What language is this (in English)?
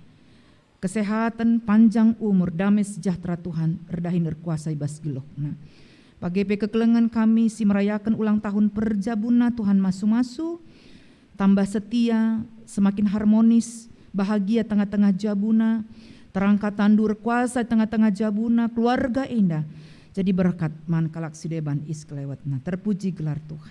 Batak Karo